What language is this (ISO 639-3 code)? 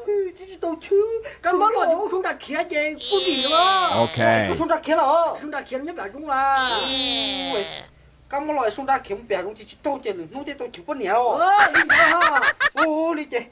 hmn